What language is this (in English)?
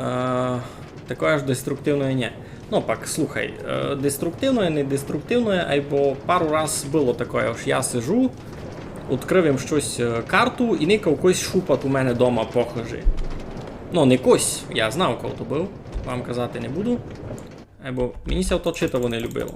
Rusyn